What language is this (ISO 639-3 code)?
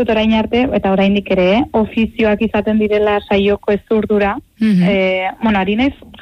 eus